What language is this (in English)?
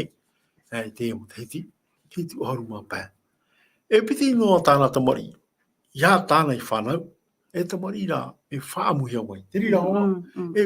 Tahitian